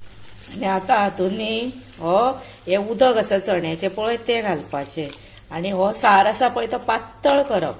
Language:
Konkani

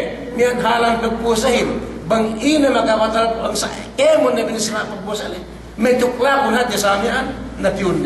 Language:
Yakan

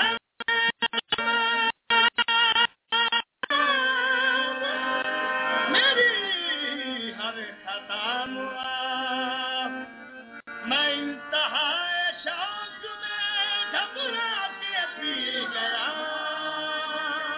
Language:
Urdu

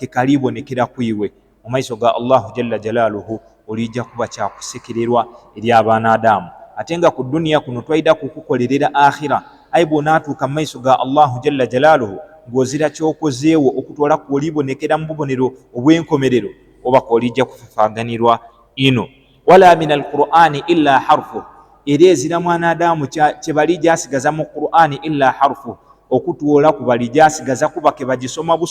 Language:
Ganda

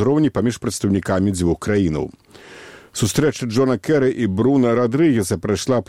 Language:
Belarusian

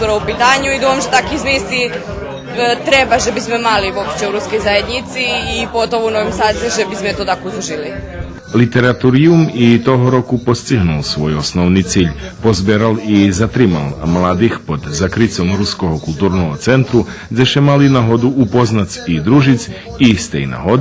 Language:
Rusyn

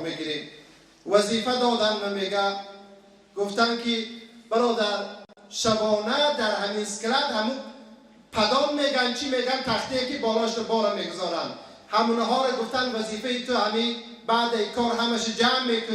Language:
Tajik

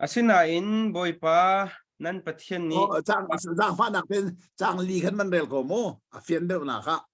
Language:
Hakha Chin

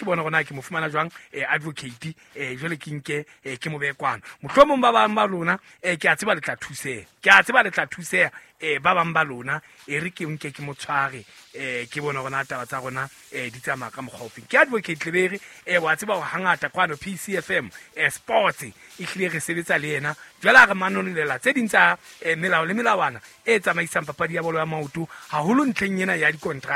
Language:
Southern Sotho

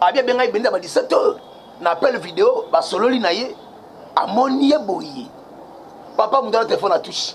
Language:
Lingala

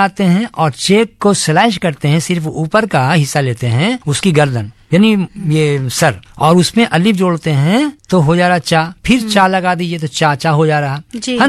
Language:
Hindi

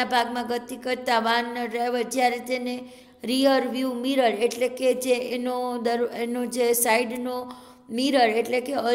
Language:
Gujarati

